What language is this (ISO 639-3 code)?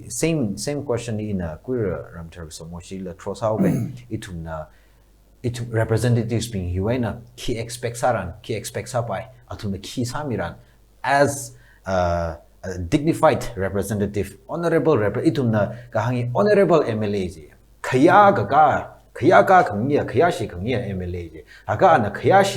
nmf